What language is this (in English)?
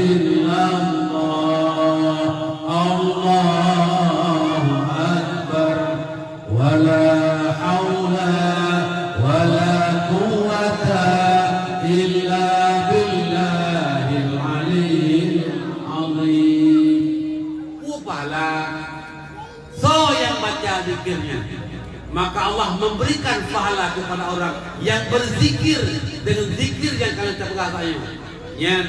Achinese